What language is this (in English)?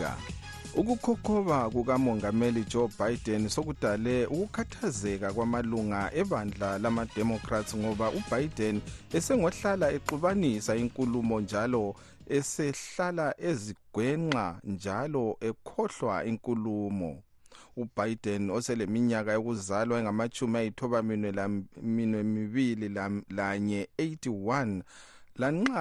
North Ndebele